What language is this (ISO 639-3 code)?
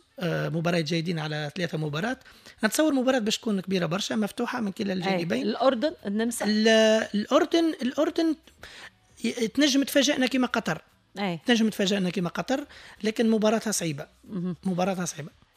aeb